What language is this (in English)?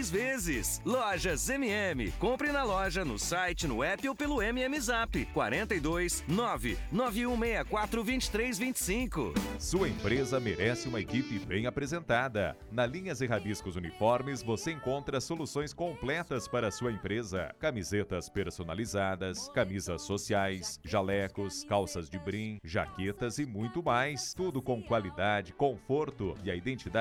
Portuguese